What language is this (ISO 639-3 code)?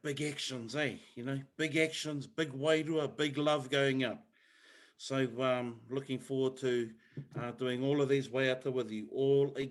mri